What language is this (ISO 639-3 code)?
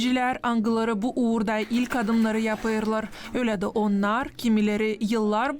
gag